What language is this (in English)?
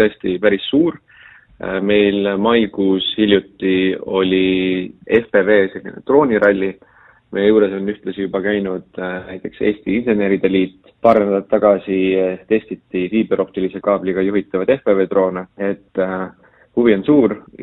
Estonian